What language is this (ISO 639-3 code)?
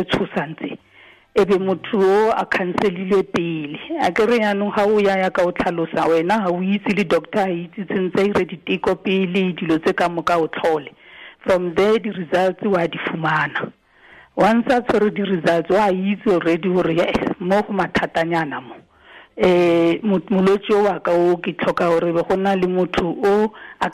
tsn